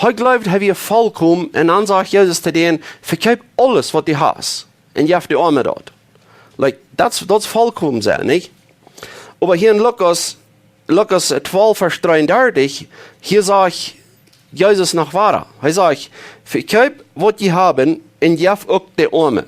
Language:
Plautdietsch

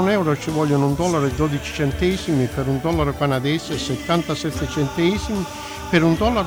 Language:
Italian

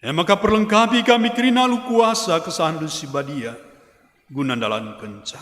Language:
Batak Karo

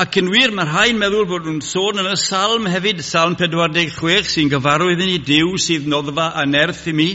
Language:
Welsh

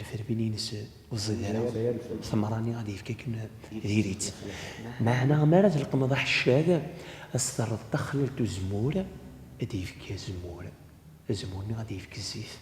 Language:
Kabyle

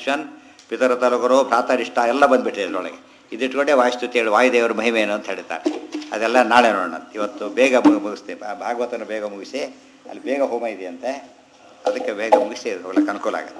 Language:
Kannada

